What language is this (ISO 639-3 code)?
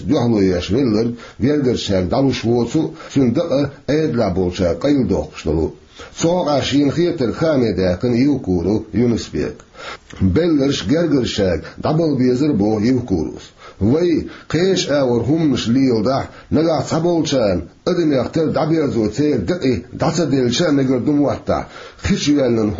che